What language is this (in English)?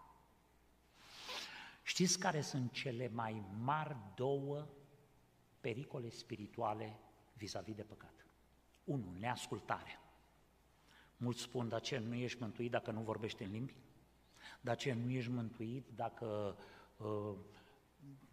Romanian